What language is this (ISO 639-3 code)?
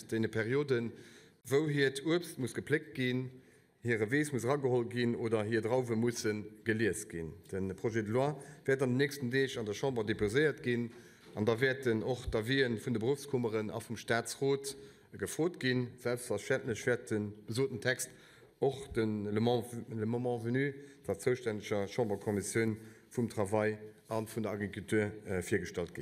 ltz